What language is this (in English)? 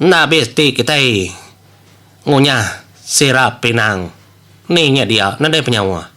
Iban